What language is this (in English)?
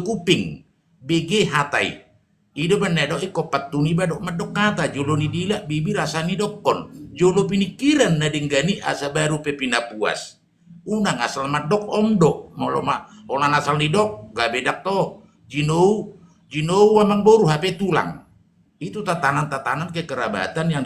Batak Toba